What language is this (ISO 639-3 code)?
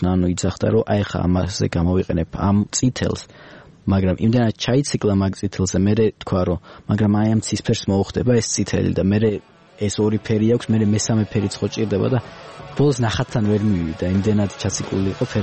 kat